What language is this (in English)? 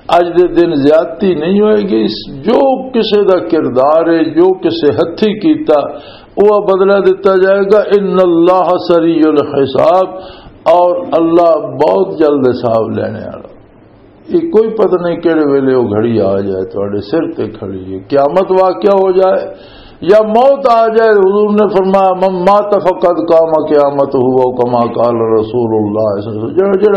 Western Panjabi